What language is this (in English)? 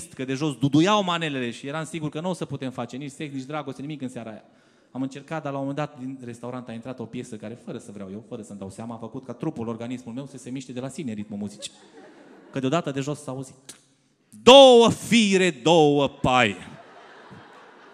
Romanian